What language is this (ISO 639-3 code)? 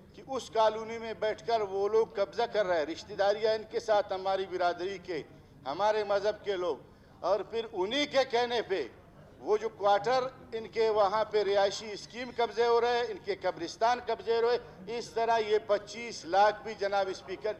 urd